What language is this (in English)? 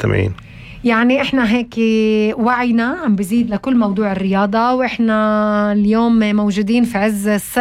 North Levantine Arabic